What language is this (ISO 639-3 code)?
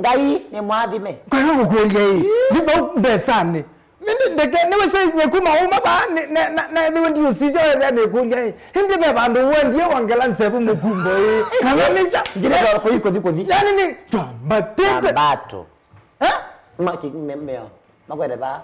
kam